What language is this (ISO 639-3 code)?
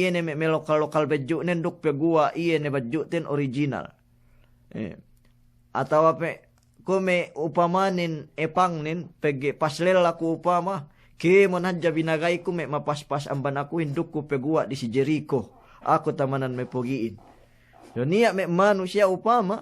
yka